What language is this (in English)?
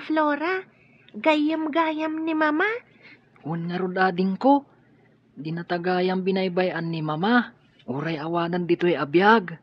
Iloko